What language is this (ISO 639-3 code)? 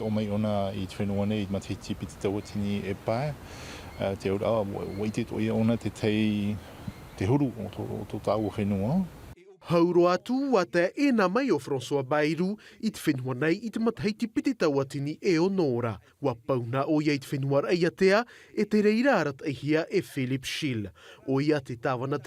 tah